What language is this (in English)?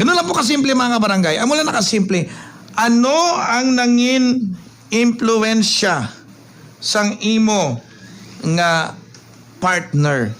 Hiligaynon